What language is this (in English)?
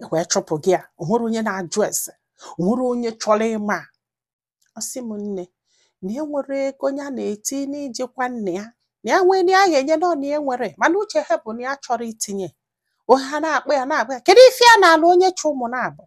Igbo